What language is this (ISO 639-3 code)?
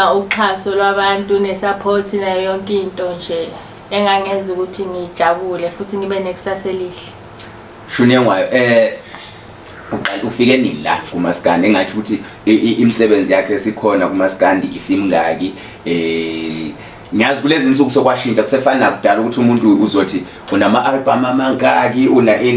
zul